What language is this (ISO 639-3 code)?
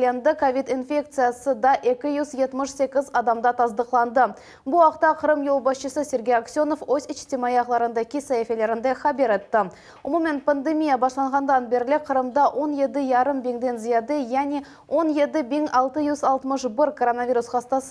crh